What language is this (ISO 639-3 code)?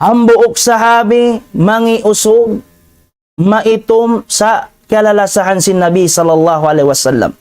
tsg